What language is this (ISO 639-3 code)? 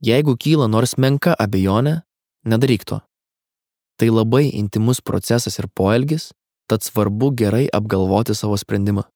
lit